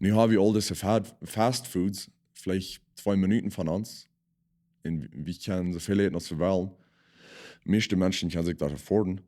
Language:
Plautdietsch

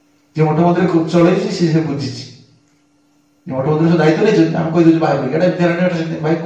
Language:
Odia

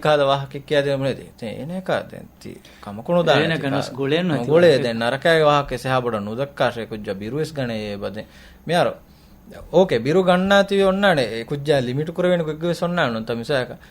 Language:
Divehi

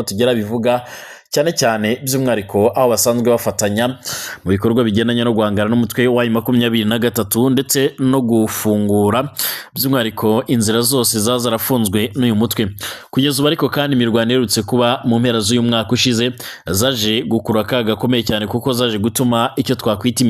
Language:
Rundi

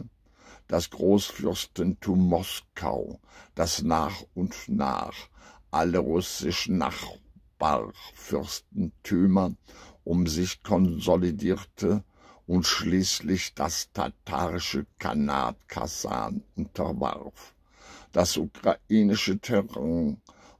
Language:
German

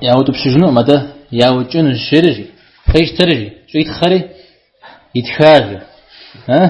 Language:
Kabardian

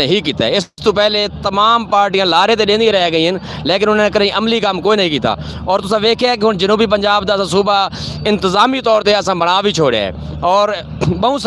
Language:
Saraiki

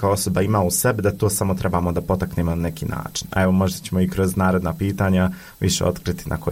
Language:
Bosnian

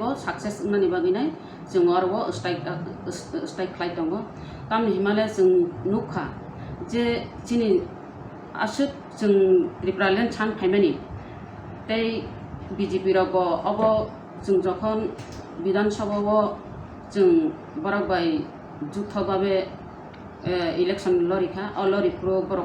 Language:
Kok Borok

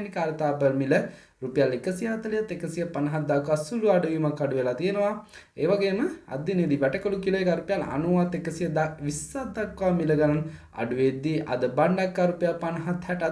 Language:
Sinhala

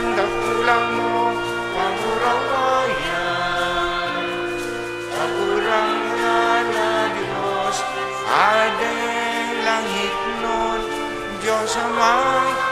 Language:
Bikol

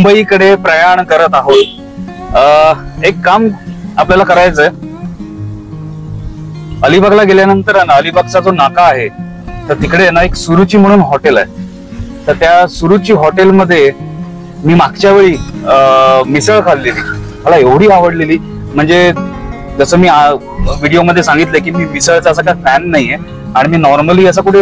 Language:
Marathi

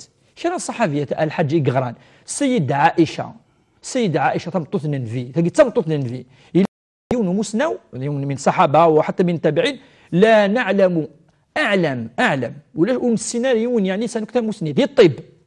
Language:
Kabyle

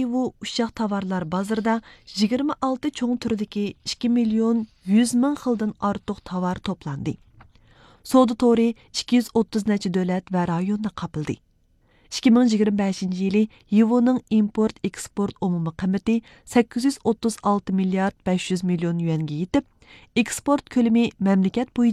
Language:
Uyghur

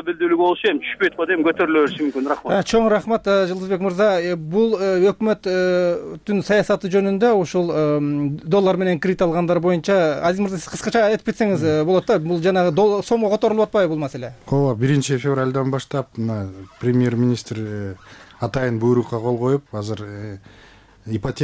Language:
Kyrgyz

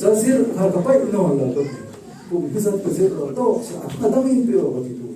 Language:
Falam Chin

